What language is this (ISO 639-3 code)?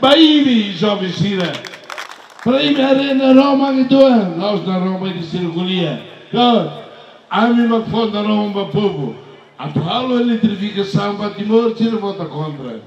tet